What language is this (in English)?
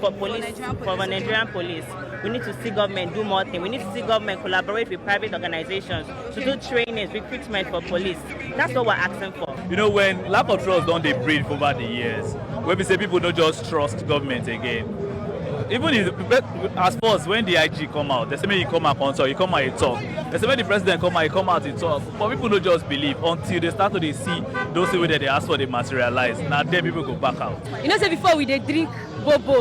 Nigerian Pidgin